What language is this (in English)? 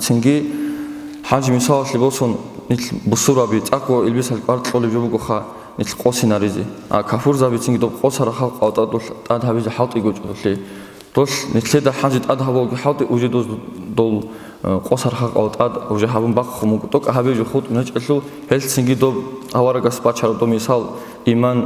Avaric